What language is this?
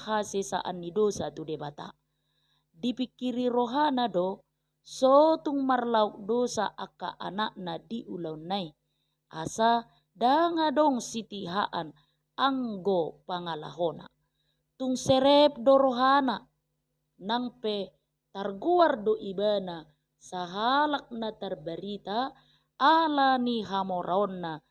Batak Toba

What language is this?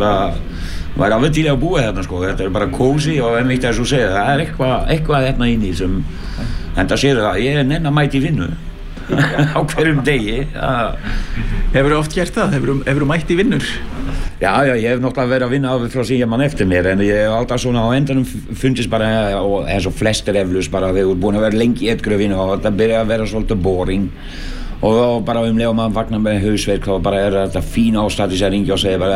Icelandic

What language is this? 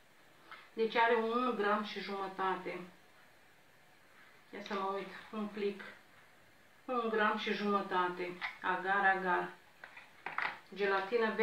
Romanian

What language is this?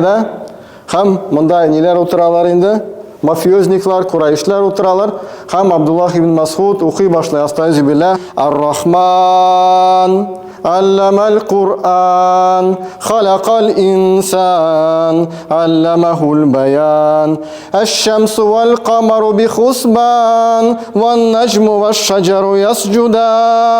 Tatar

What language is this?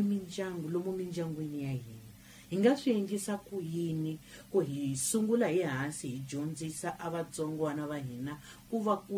Tsonga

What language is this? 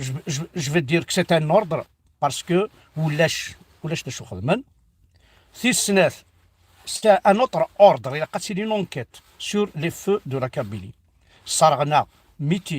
Kabyle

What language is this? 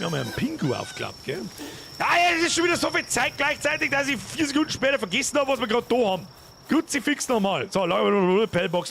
Bavarian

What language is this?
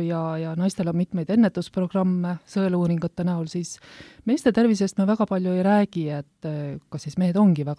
Estonian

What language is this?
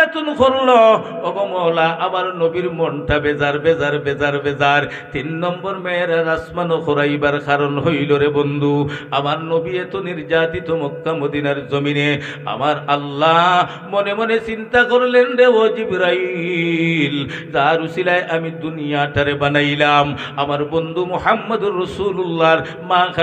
Sylheti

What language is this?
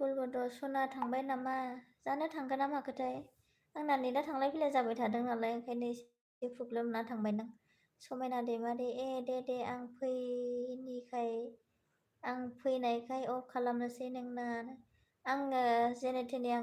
Bodo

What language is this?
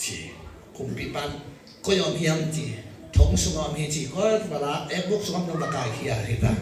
Tedim Chin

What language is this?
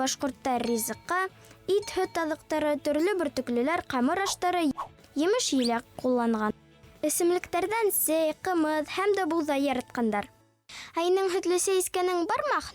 Bashkir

